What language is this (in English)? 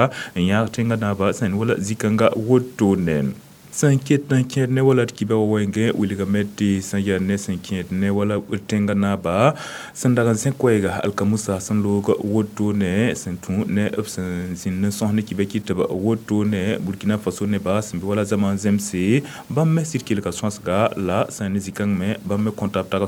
Mossi